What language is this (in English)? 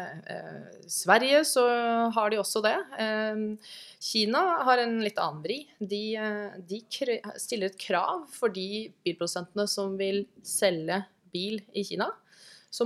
Norwegian